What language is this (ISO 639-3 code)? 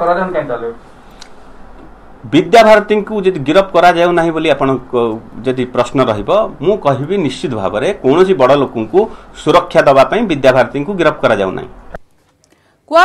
ori